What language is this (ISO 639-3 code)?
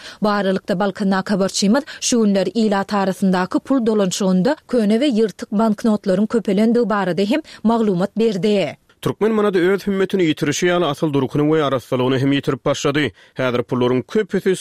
tuk